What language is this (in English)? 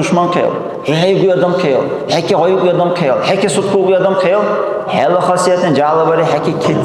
Dargwa